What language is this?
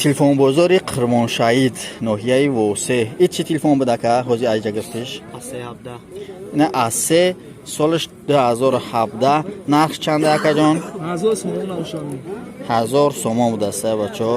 Tajik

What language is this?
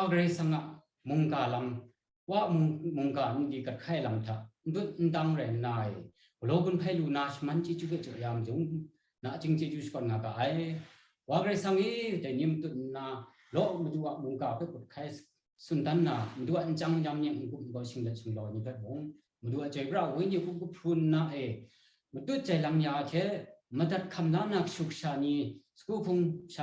Kachin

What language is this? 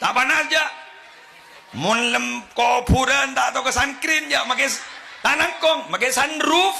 Madurese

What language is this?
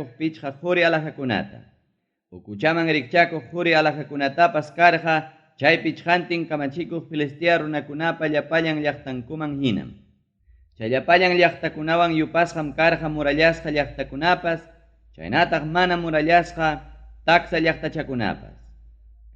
Ayacucho Quechua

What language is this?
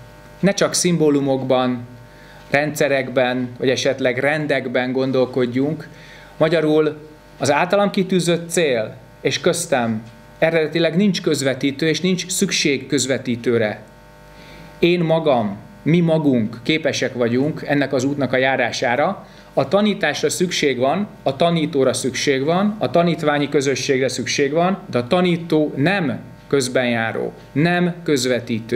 Hungarian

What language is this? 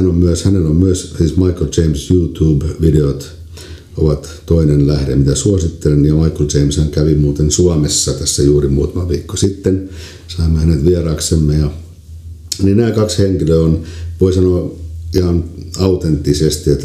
Finnish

